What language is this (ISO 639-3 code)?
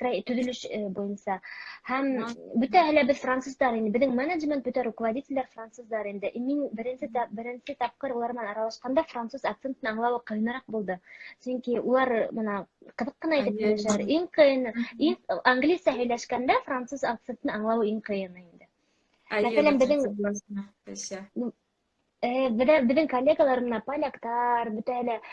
bak